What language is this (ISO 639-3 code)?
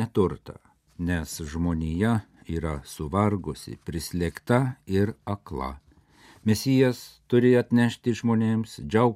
lit